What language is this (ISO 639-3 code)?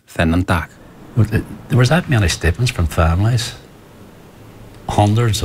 isl